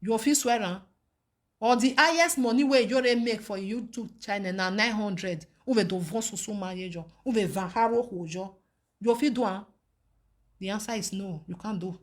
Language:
Nigerian Pidgin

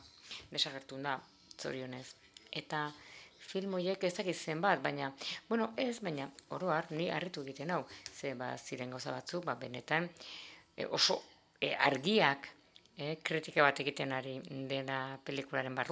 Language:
Basque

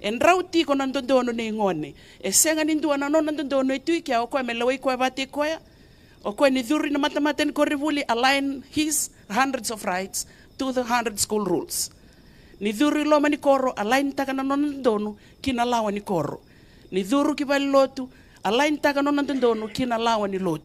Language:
Fijian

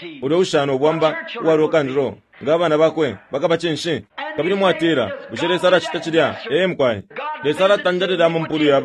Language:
Bemba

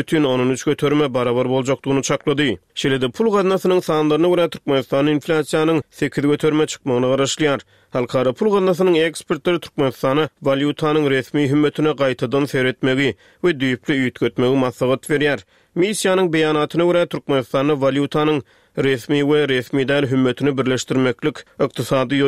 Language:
Turkmen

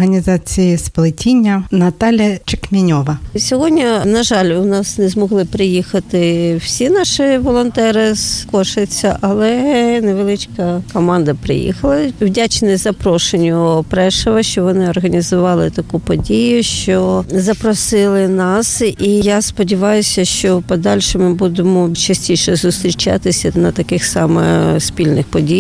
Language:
Ukrainian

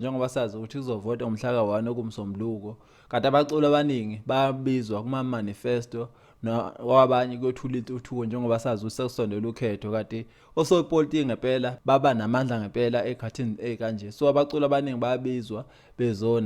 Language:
Zulu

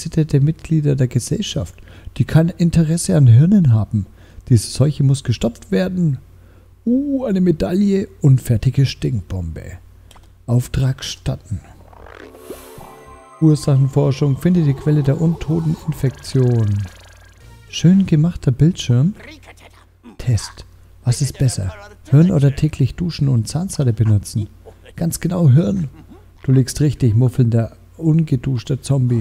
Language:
German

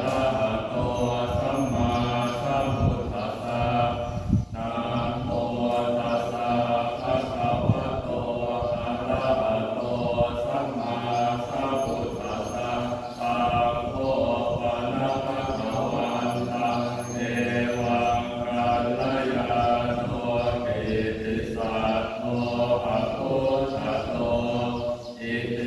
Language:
Pali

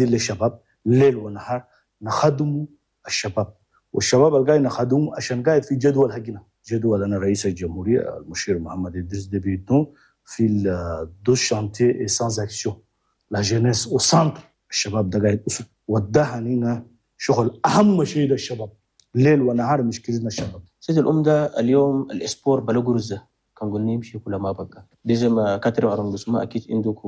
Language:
Chadian Arabic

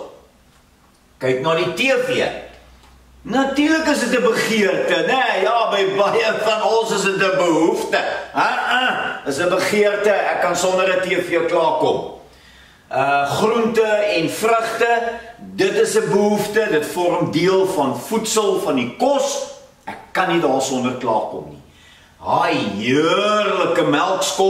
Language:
Afrikaans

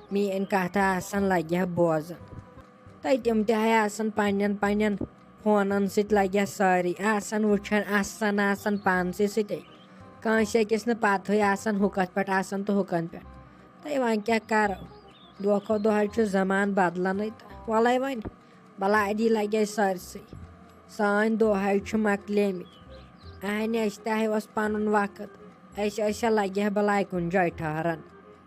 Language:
Kashmiri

